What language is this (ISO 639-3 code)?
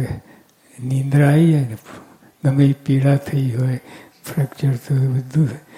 guj